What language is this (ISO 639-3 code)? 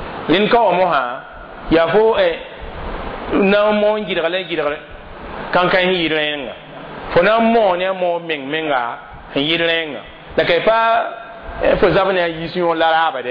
mos